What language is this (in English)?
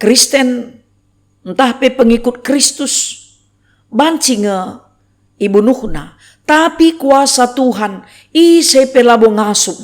Batak Karo